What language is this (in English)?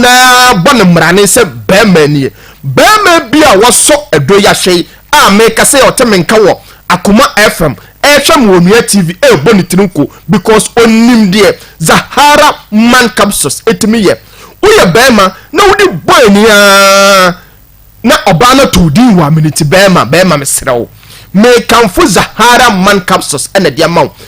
Akan